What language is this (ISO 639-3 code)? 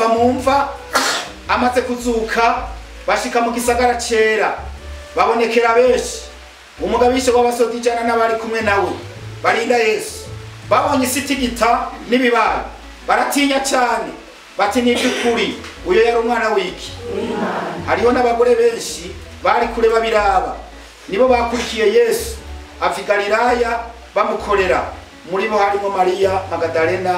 run